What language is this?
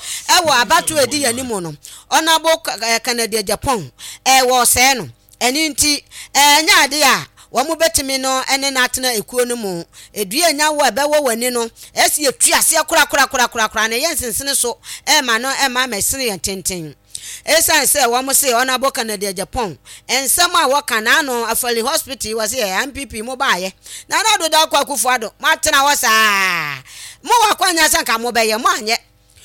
Akan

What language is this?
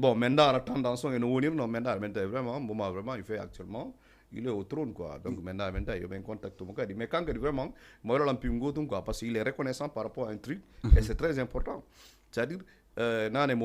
Fula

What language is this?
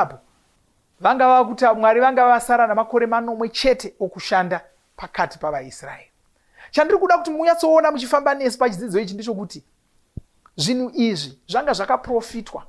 Shona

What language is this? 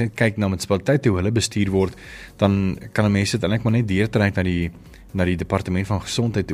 Afrikaans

